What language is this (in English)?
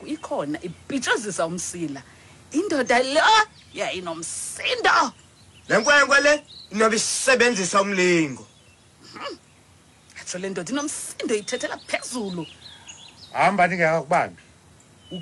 Xhosa